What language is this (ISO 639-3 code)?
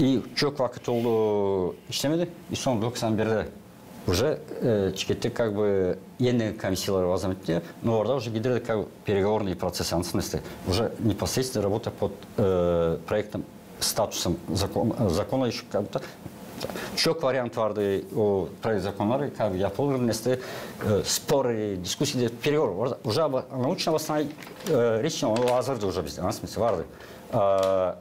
gag